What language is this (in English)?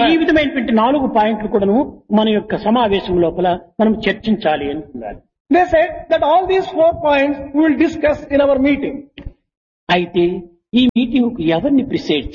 Telugu